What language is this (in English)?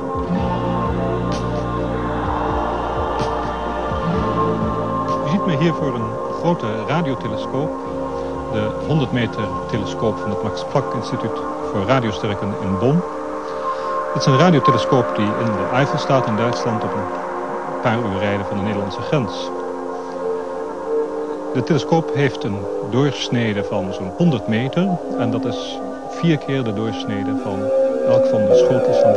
Dutch